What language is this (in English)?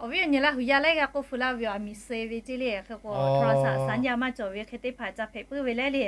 Lahu